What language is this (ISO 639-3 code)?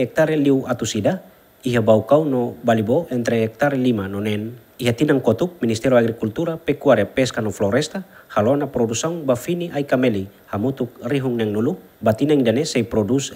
tet